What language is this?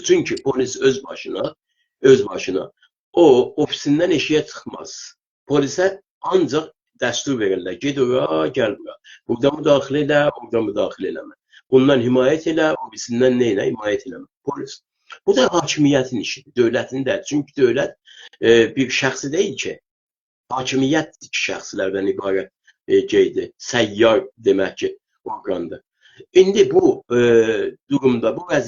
South Azerbaijani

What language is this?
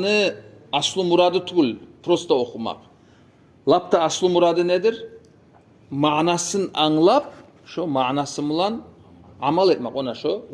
Kumyk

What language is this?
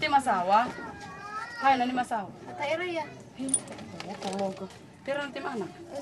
Waray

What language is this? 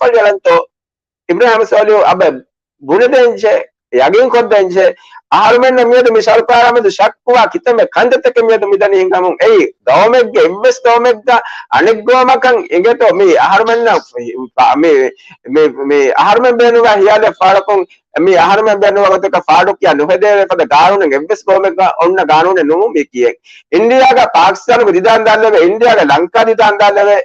Divehi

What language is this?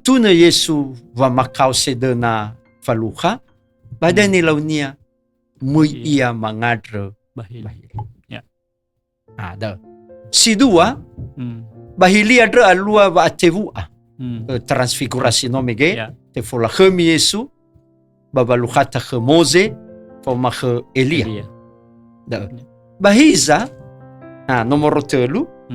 Nias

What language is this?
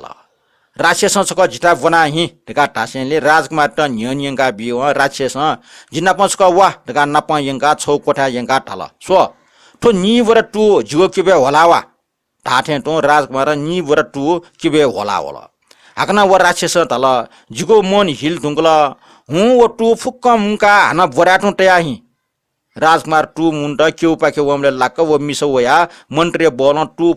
Newari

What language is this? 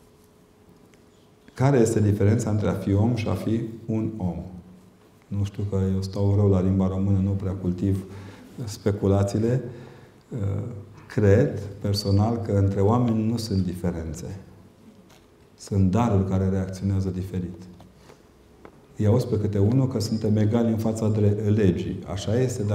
Romanian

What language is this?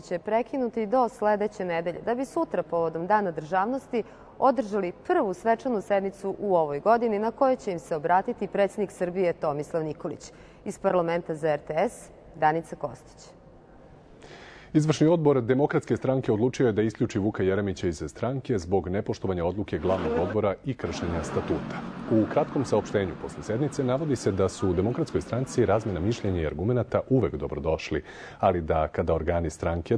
Serbian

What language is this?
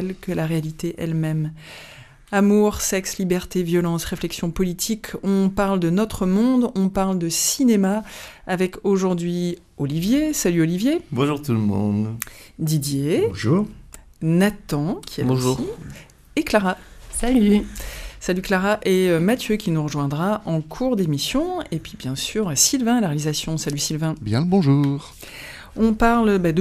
French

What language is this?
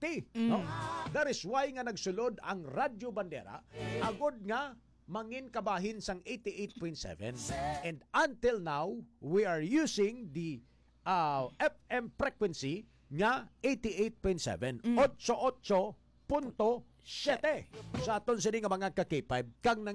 Hiligaynon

